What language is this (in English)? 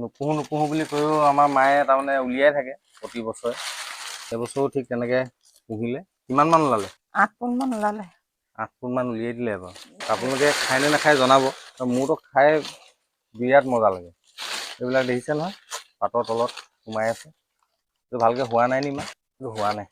Assamese